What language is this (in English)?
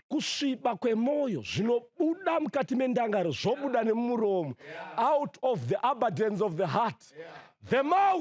Shona